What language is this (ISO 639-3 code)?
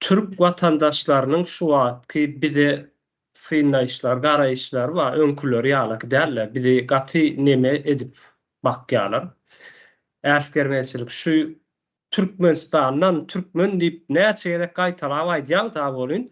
tuk